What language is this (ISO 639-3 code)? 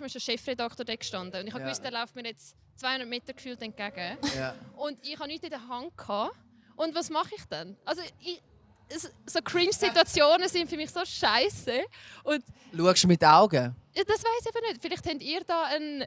gsw